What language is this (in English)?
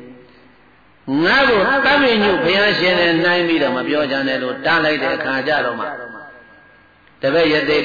Burmese